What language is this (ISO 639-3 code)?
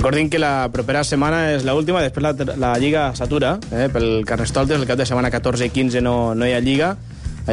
cat